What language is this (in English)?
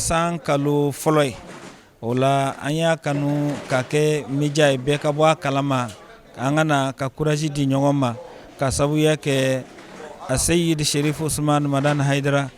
Bambara